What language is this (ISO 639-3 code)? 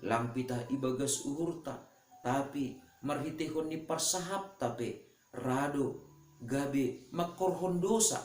bts